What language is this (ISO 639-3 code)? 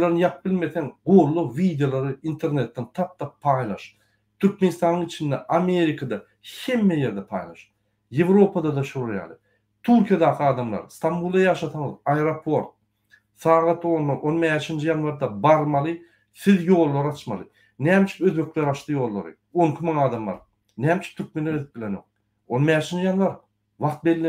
tuk